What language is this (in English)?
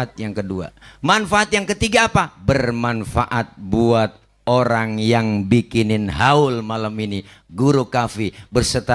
Betawi